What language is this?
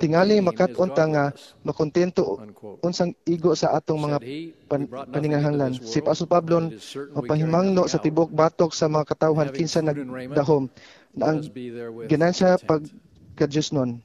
Cebuano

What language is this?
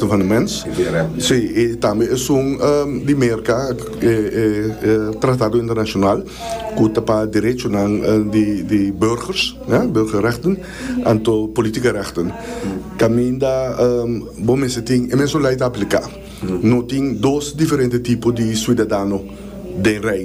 Papiamento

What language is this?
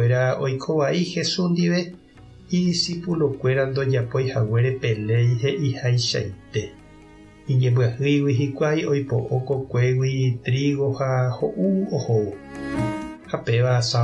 Guarani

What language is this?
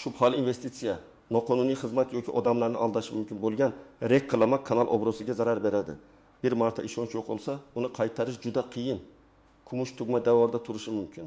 Uzbek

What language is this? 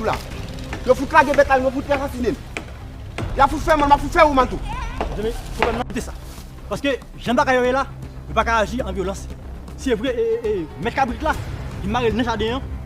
Haitian Creole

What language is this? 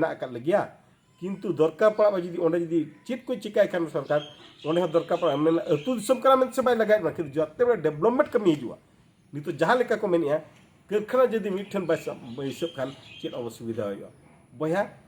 Santali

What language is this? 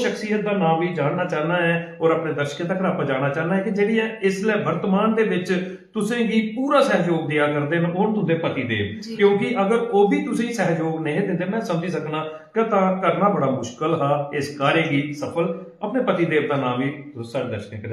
Dogri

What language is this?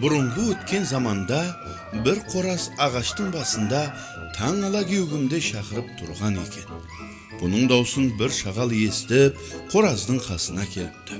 Kara-Kalpak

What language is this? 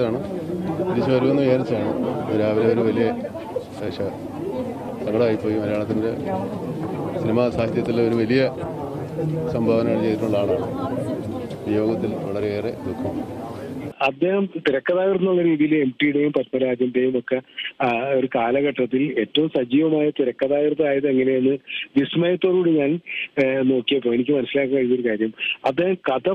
Malayalam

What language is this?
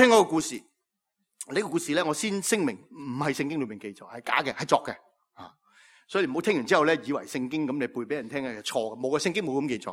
Cantonese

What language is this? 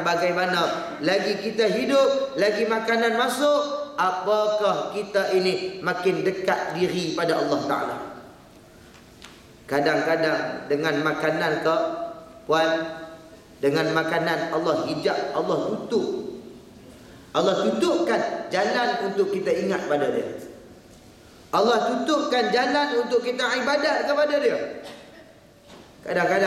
Malay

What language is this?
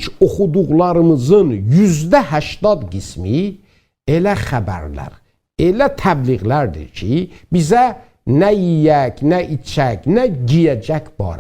South Azerbaijani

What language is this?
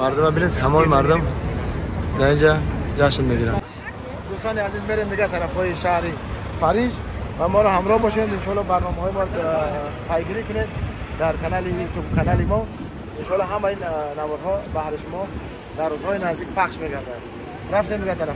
Tajik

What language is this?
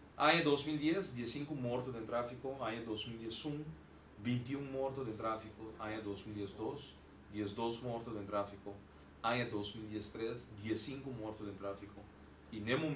Papiamento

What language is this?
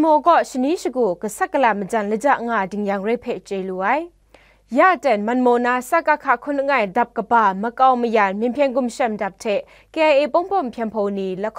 Kachin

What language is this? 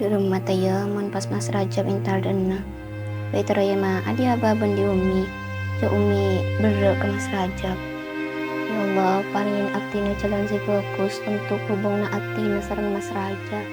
Madurese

